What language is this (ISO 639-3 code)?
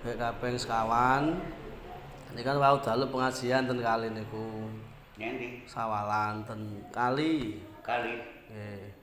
jav